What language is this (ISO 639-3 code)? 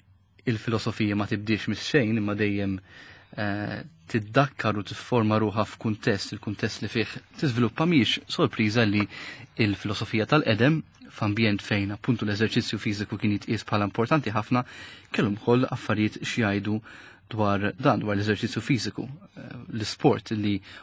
mlt